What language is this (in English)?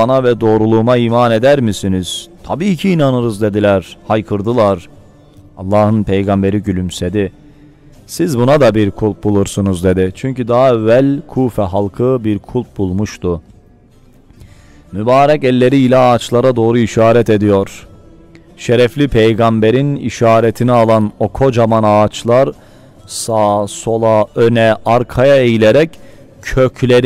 Turkish